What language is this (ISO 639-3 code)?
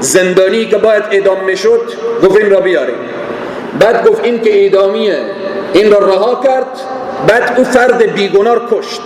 fas